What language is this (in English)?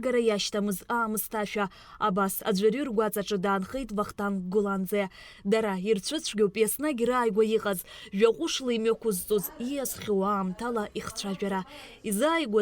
Abkhazian